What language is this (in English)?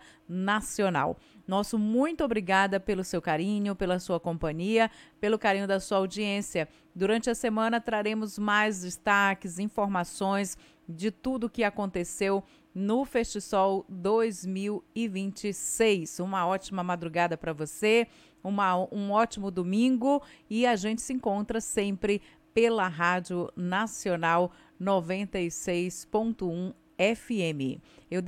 Portuguese